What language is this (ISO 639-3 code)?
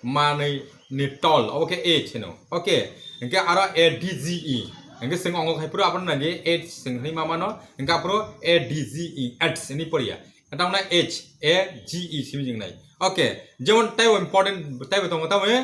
trp